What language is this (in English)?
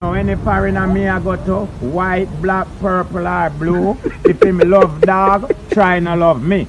Jamaican Creole English